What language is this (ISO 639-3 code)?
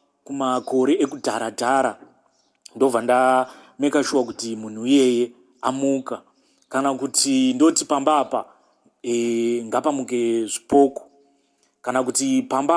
sna